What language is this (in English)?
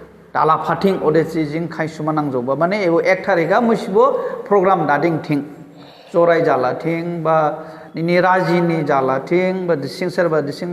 Dimasa